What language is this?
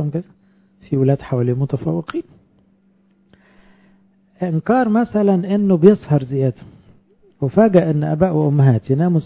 Egyptian Arabic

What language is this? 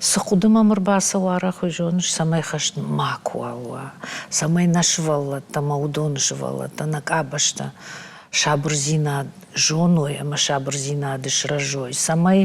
Ossetic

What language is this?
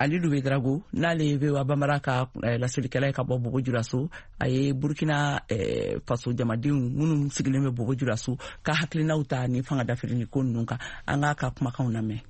Bambara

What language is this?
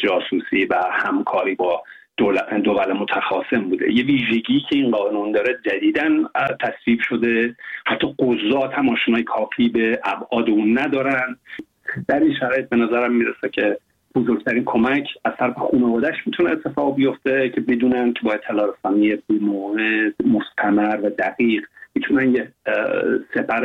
Persian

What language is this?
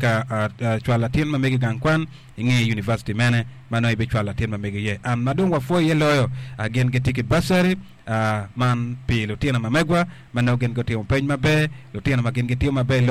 Acoli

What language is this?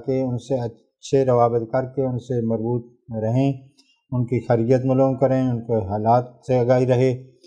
Urdu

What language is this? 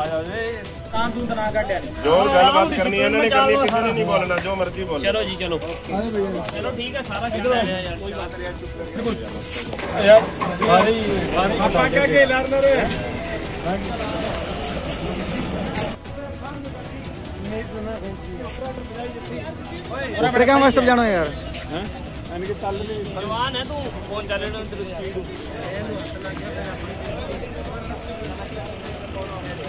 Punjabi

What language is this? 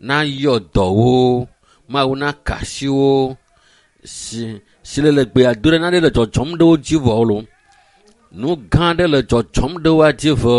Ewe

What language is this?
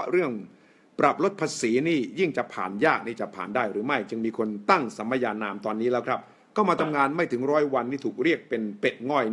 Thai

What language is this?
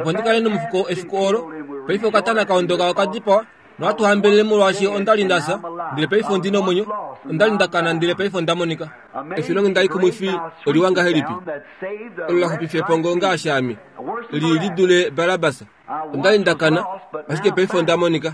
Kuanyama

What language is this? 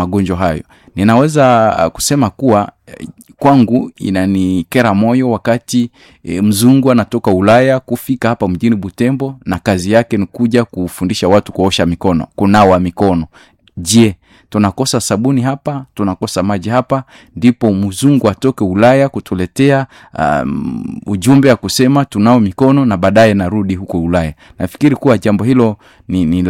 Swahili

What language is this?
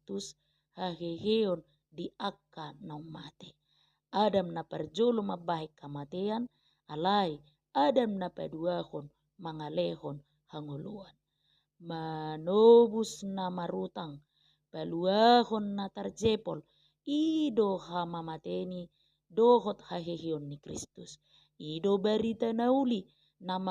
Batak Toba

